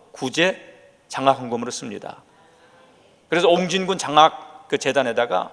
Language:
Korean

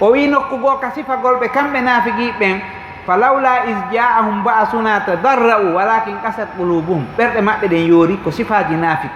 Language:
Fula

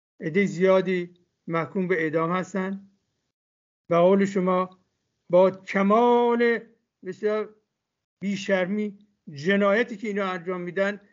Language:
Persian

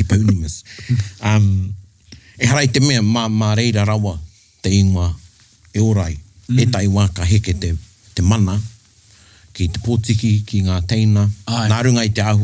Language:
Māori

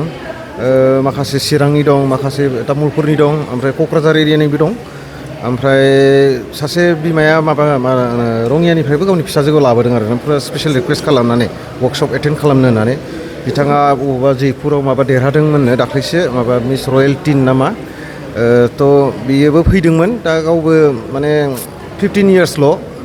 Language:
Bodo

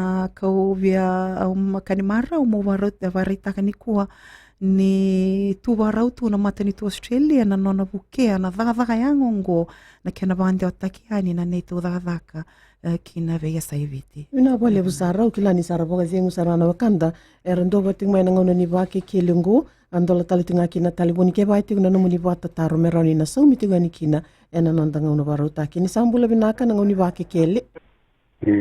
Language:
Fijian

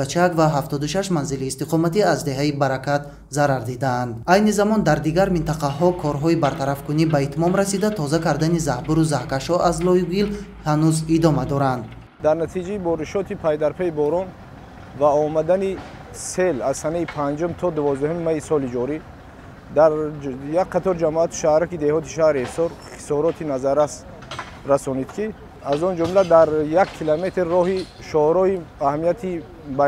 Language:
Tajik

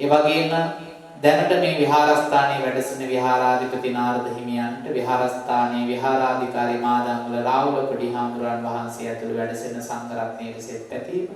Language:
Sinhala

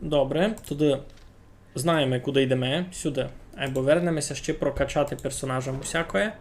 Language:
Rusyn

